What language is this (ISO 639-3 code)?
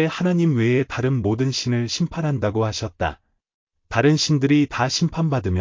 kor